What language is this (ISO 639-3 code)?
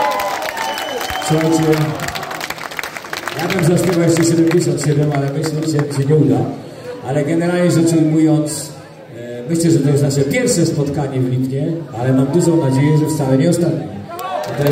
pol